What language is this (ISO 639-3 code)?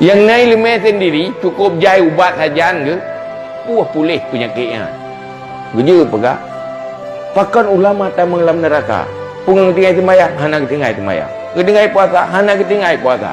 ace